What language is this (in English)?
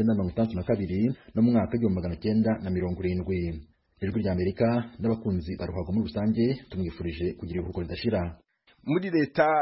Kinyarwanda